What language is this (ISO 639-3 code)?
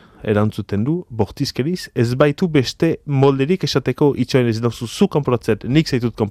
eus